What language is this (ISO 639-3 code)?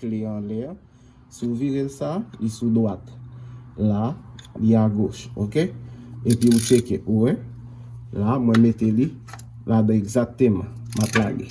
hat